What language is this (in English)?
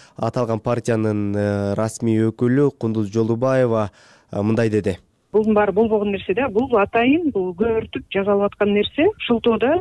Kyrgyz